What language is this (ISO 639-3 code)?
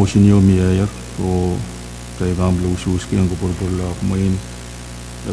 pon